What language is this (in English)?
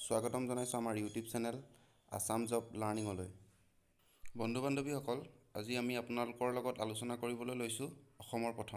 Assamese